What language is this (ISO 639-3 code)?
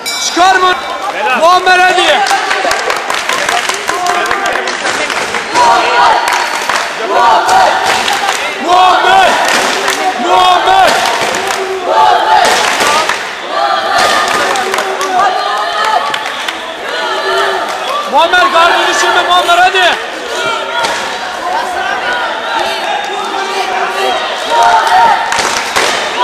tur